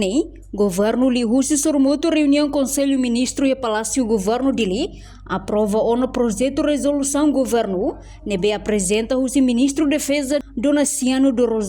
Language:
Tetum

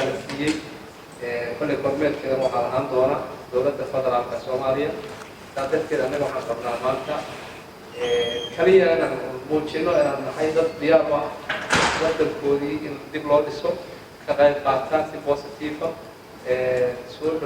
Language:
Somali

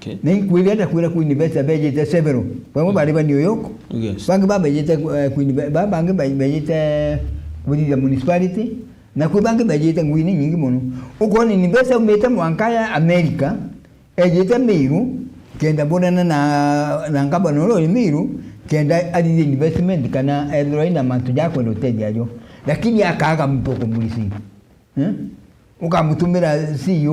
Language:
Meru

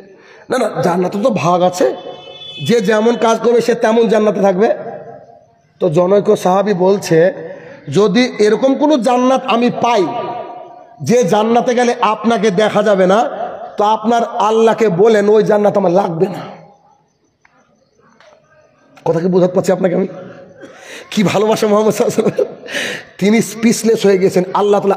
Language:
Bangla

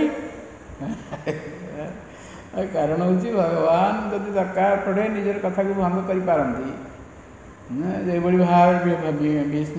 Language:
Odia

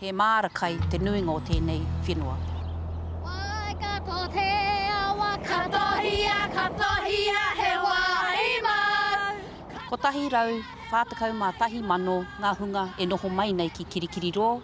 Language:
Māori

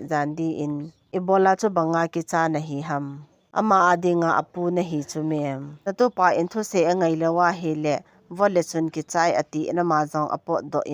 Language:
Thado Chin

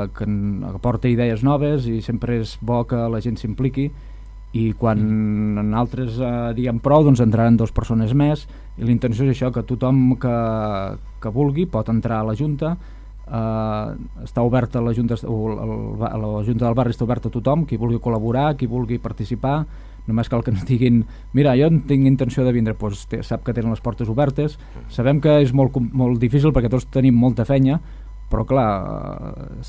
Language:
Catalan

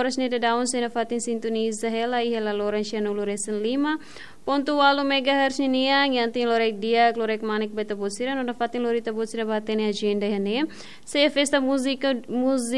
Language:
Tetum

